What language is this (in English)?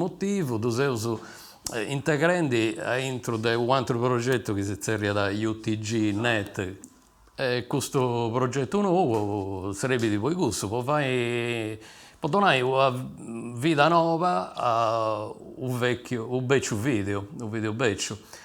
Sardinian